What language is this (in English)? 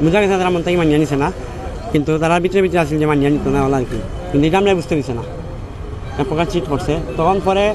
Sylheti